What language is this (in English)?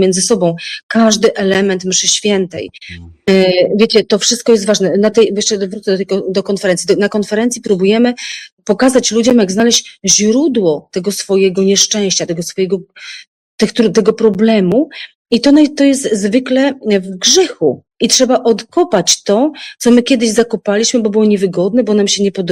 Polish